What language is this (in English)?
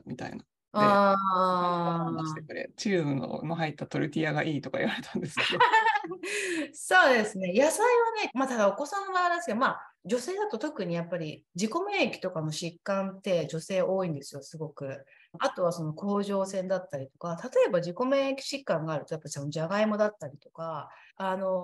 Japanese